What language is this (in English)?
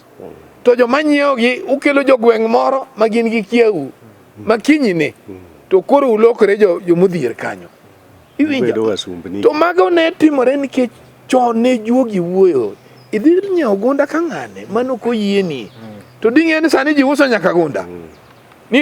Luo (Kenya and Tanzania)